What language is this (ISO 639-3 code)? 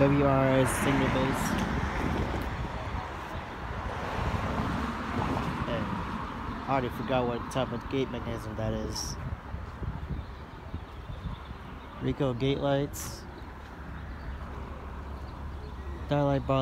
eng